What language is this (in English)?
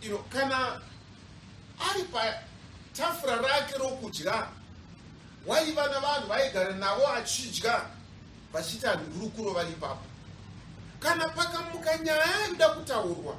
Shona